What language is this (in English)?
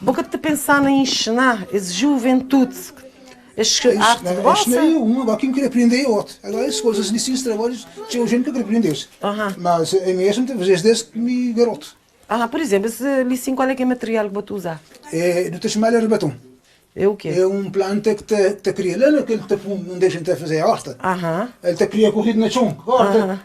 Kabuverdianu